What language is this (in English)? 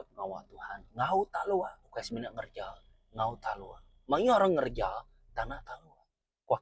Iban